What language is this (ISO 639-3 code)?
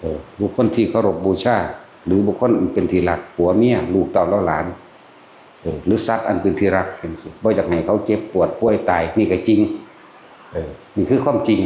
tts